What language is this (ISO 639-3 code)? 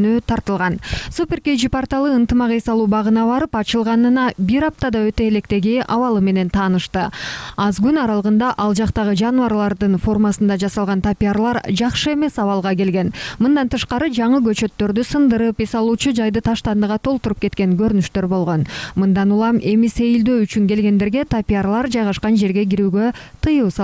kir